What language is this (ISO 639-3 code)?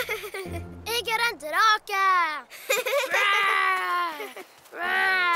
nor